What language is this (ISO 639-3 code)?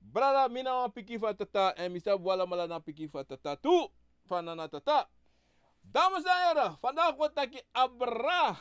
srn